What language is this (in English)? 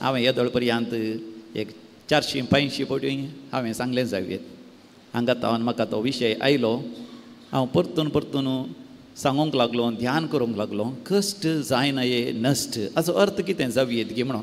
Konkani